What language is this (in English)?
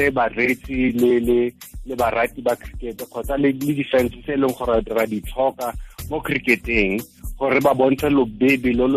Tswana